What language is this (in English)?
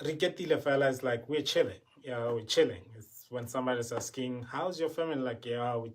Tswana